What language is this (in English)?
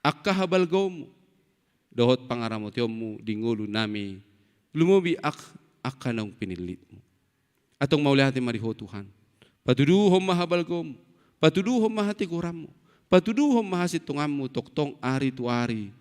Batak Toba